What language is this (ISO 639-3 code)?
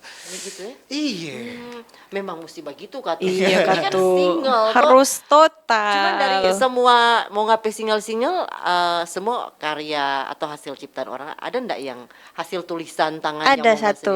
xmm